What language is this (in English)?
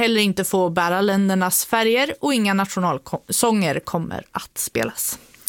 Swedish